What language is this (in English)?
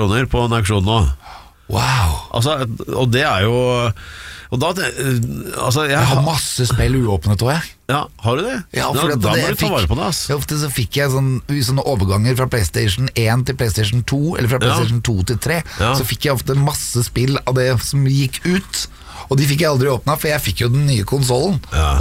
Norwegian